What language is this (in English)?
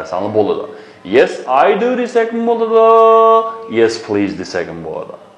Uyghur